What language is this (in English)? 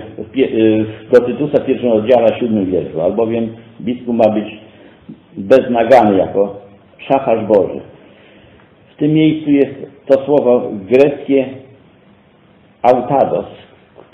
Polish